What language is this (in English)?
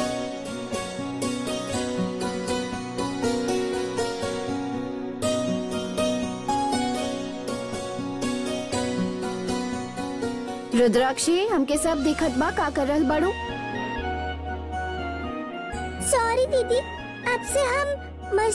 Bhojpuri